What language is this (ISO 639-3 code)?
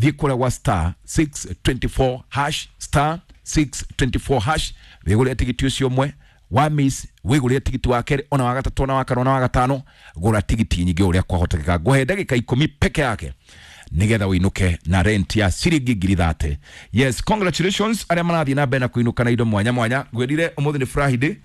kik